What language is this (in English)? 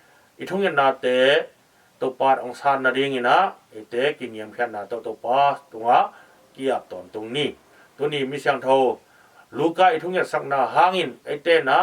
Tedim Chin